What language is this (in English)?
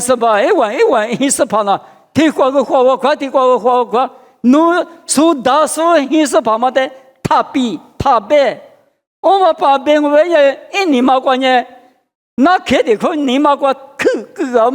Lisu